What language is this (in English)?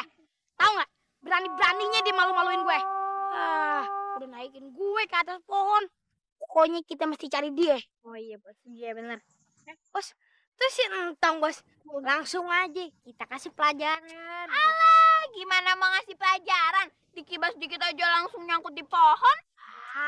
Betawi